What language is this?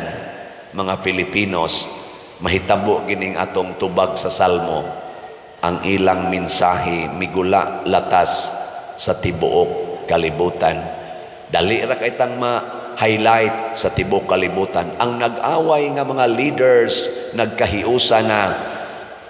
Cebuano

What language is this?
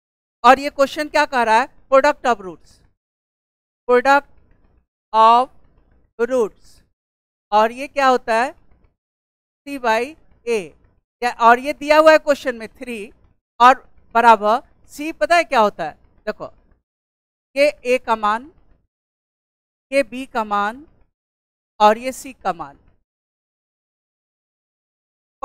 Hindi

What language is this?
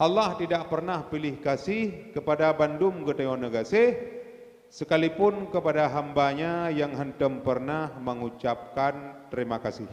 Achinese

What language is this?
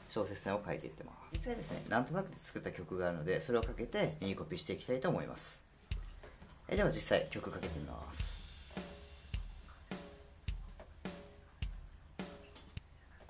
Japanese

